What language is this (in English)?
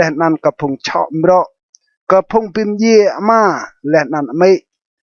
Rade